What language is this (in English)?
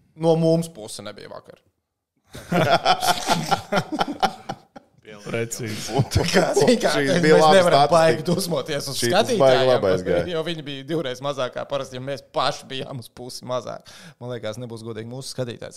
Latvian